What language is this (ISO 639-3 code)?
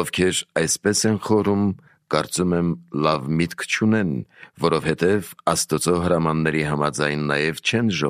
hye